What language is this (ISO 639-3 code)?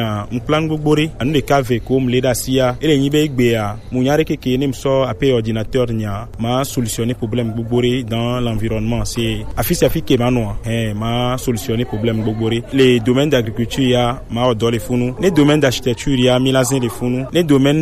gej